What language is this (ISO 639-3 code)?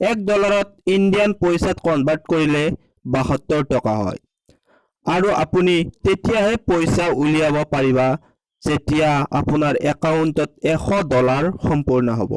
asm